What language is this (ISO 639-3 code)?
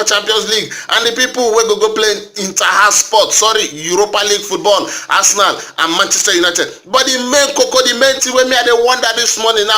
pcm